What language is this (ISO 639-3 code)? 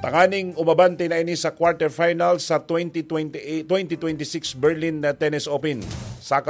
bik